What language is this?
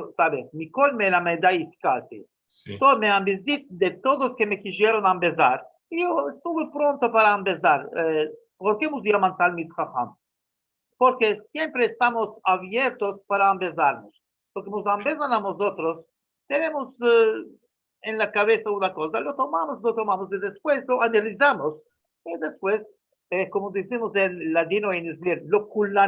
Ladino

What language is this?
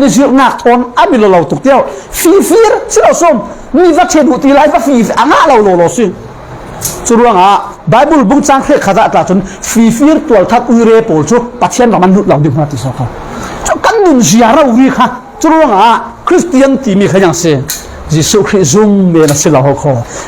Falam Chin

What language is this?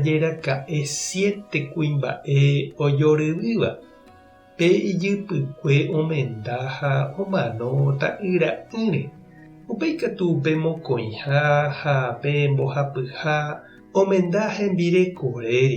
Guarani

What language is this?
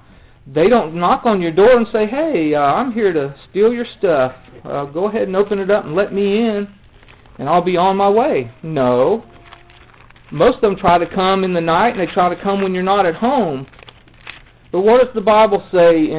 English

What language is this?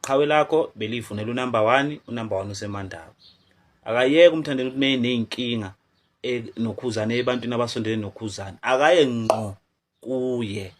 Zulu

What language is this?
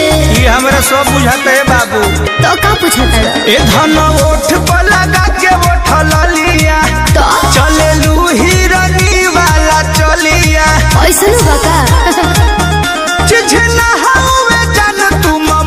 Bhojpuri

